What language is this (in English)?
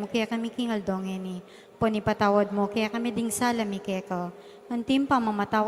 Pampanga